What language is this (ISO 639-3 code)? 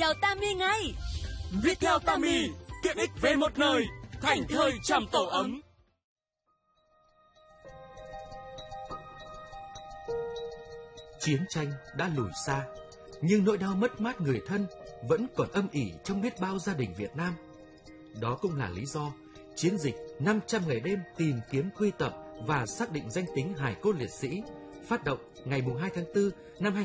vie